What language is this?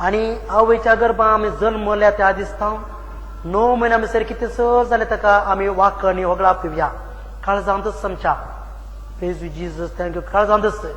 Konkani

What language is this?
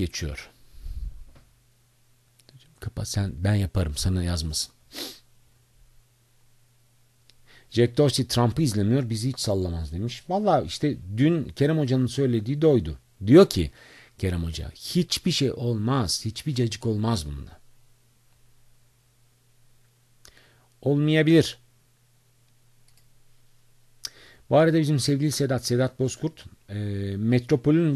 Turkish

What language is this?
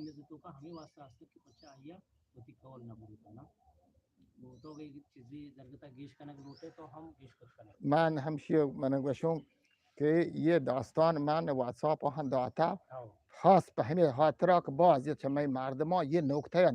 Eastern Balochi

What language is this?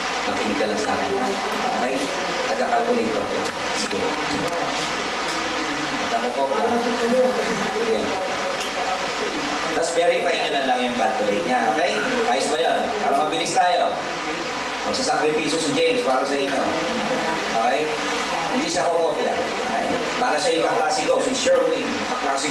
Filipino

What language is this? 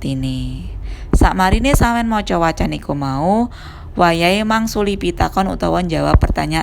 Javanese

